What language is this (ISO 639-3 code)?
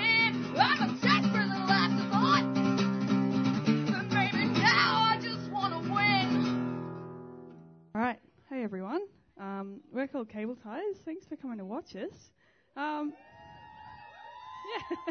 eng